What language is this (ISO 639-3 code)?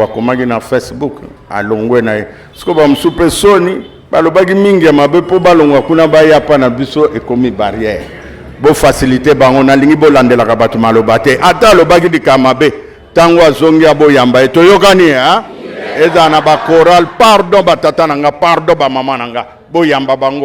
lin